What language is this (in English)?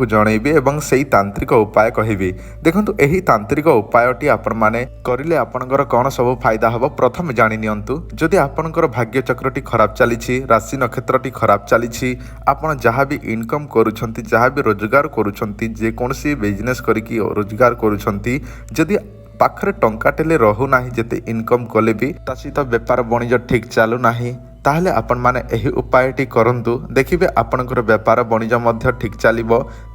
Odia